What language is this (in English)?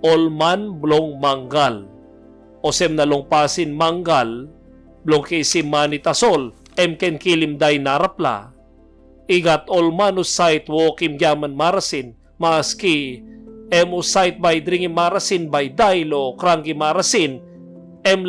Tok Pisin